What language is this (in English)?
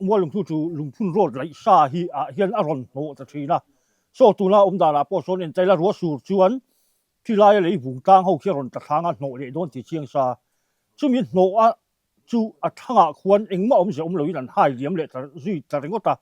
Mizo